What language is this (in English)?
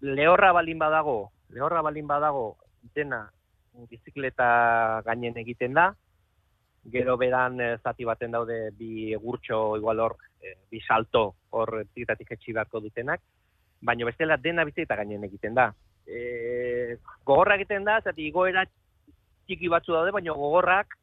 Basque